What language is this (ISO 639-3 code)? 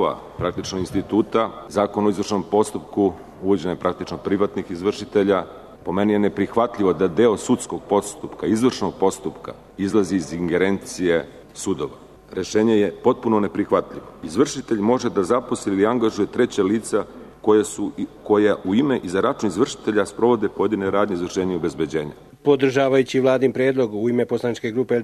srp